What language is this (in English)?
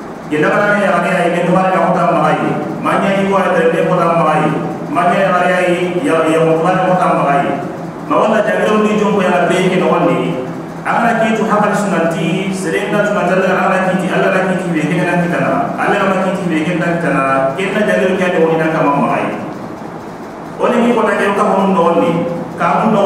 Soninke